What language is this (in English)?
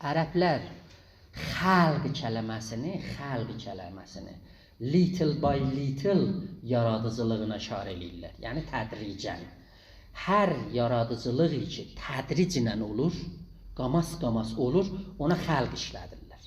South Azerbaijani